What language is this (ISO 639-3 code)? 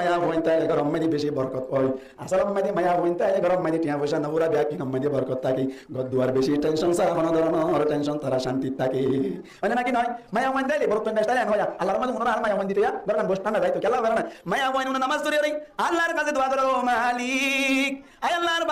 rhg